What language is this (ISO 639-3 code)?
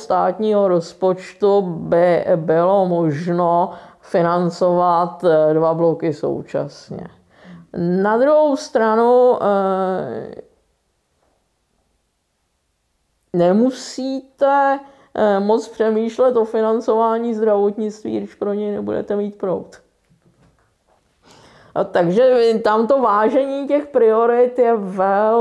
ces